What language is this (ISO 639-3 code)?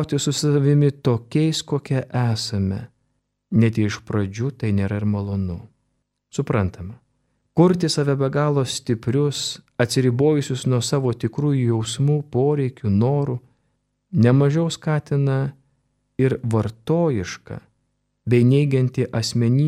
lit